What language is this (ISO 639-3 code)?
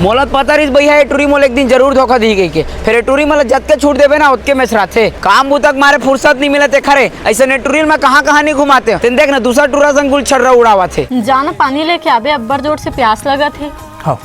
hne